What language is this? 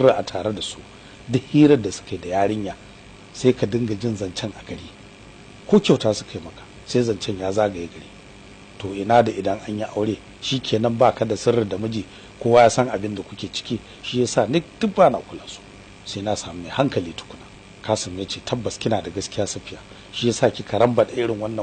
Hausa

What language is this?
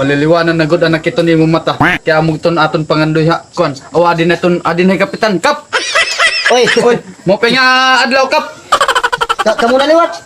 Waray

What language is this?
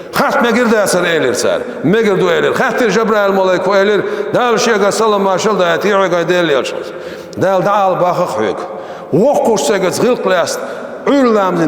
Chechen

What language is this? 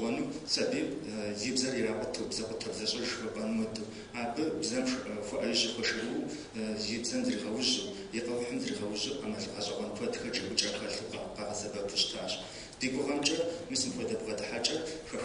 Kabardian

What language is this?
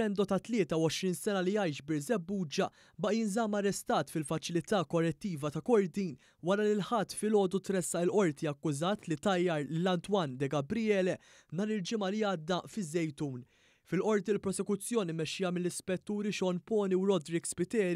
Maltese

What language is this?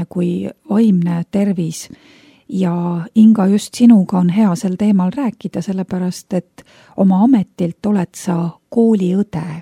Estonian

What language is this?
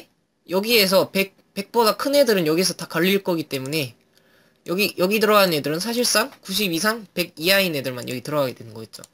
Korean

